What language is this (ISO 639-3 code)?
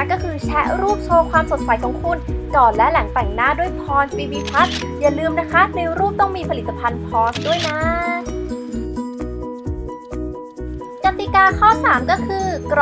tha